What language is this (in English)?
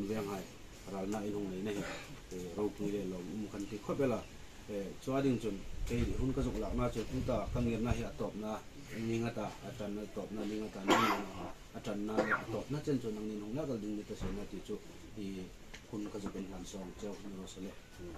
Hmar